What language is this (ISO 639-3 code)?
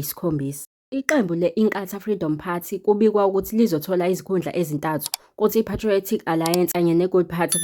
zul